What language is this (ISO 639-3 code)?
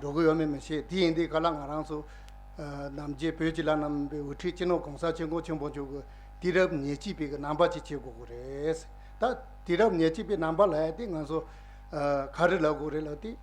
bod